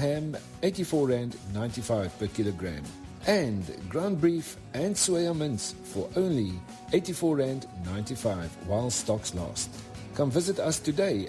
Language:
Afrikaans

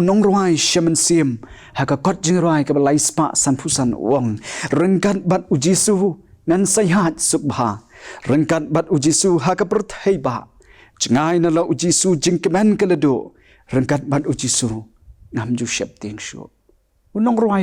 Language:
Khasi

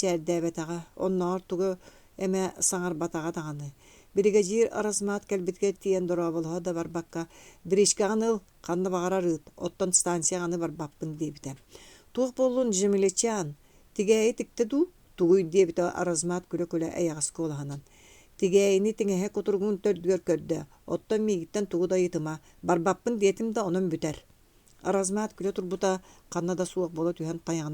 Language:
Yakut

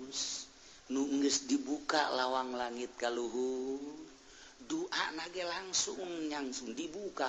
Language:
Sundanese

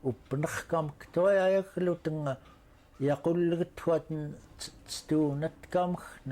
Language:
Central Yupik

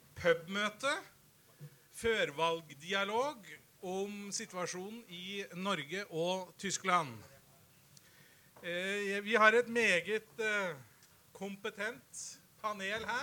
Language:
Norwegian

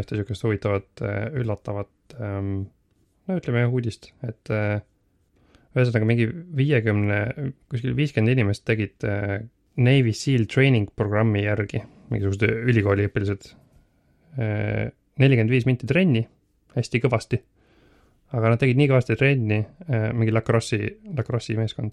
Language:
Estonian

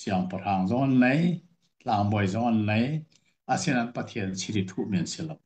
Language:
Hakha Chin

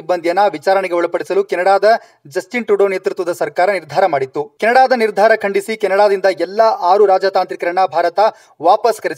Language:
Kannada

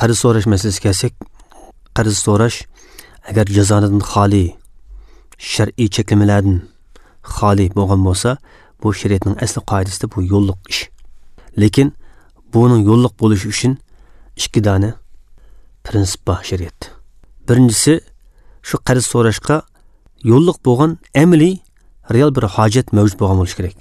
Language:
Uyghur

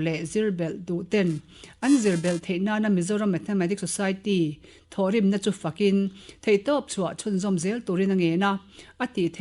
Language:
Mizo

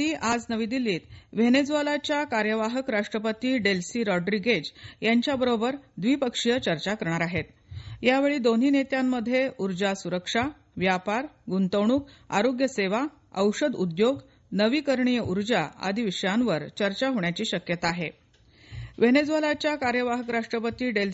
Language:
Marathi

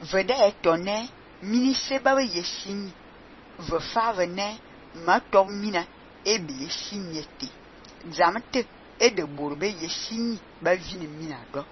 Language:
Fang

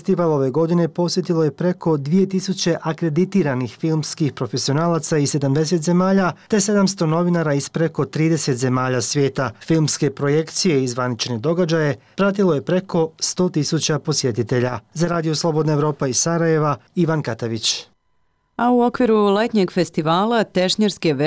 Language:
Croatian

